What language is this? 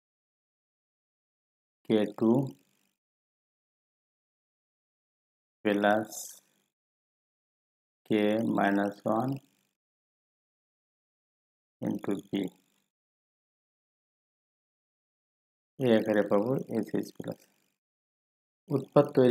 Bangla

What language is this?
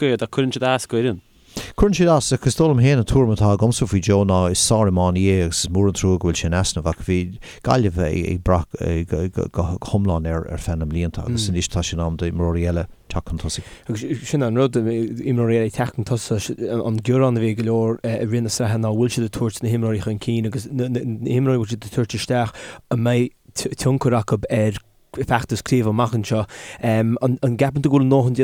Irish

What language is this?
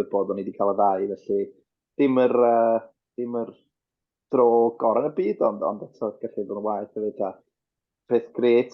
Welsh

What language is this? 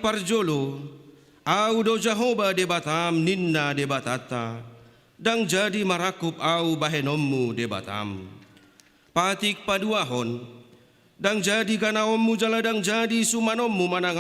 Batak Toba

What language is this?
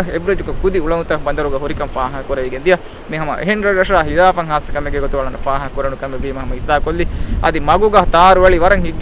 Divehi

